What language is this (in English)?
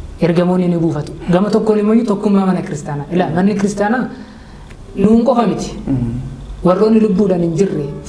Oromo